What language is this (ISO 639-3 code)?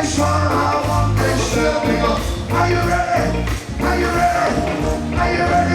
lim